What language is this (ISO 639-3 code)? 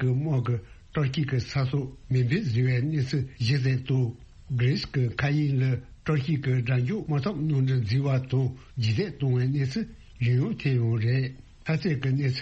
bod